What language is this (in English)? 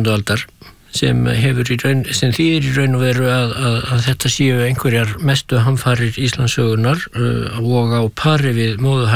Icelandic